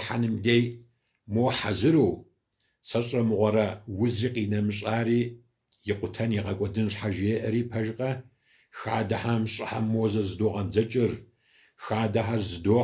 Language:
Kabardian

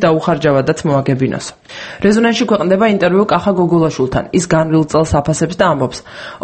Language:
Georgian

